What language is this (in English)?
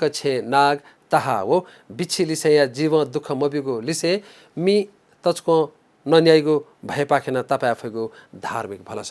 Newari